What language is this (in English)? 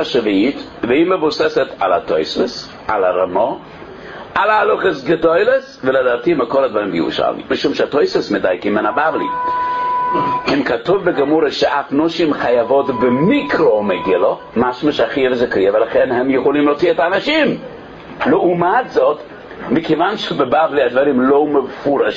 Hebrew